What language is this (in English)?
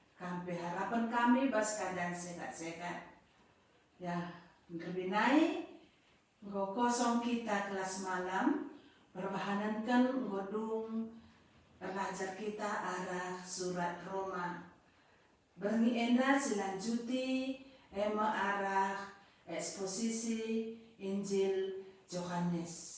Batak Karo